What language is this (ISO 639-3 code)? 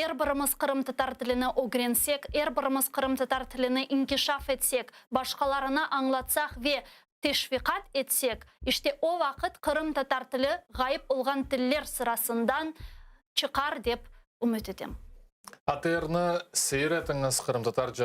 crh